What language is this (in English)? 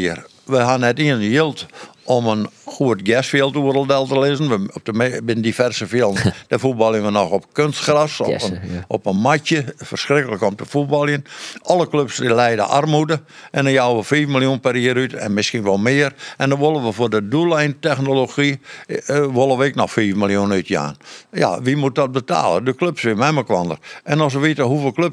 Western Frisian